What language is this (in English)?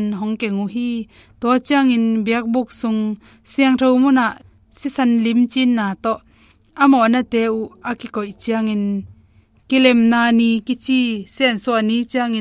Tedim Chin